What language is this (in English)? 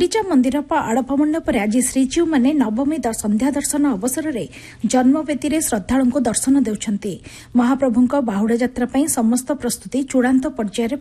Odia